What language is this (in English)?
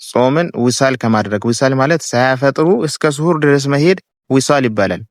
Amharic